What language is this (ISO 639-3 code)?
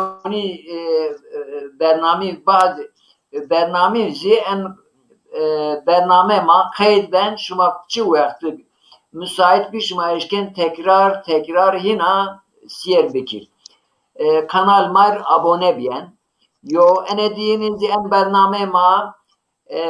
zza